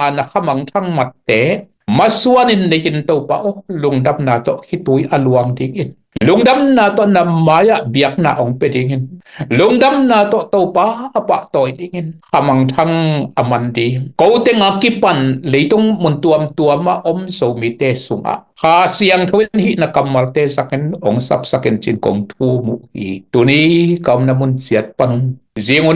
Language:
Tedim Chin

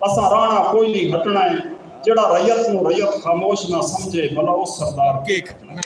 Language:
Saraiki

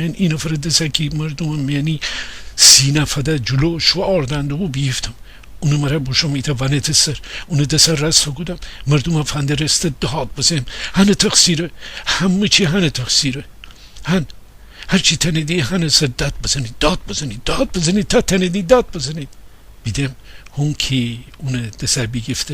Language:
Gilaki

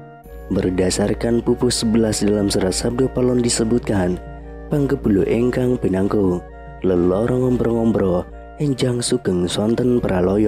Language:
Indonesian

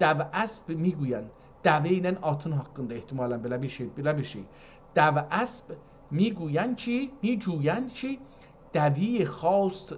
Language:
South Azerbaijani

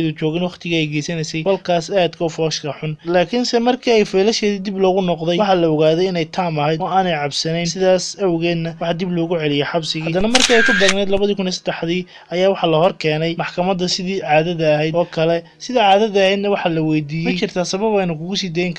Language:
Somali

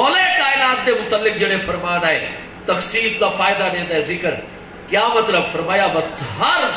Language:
Saraiki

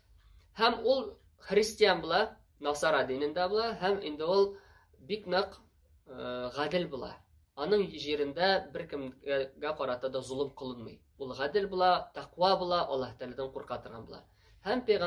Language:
Tatar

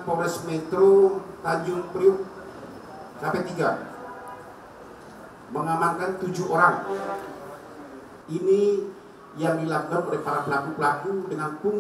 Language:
Indonesian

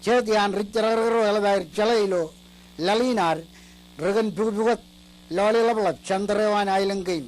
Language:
Marshallese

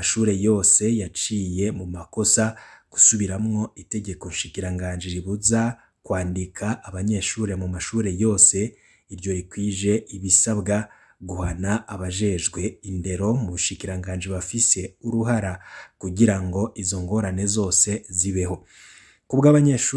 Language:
Rundi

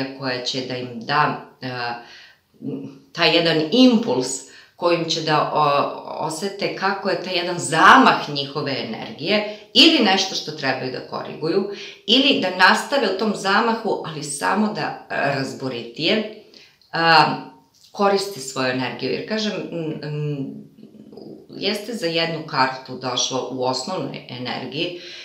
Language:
Serbian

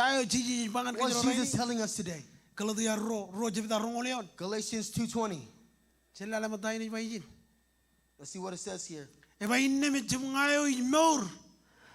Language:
Marshallese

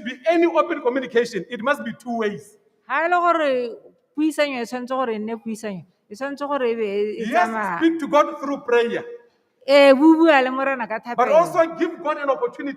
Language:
Tswana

